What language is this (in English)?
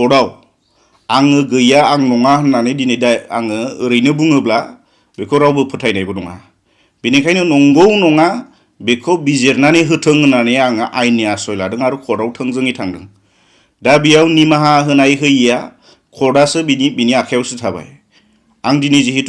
Bodo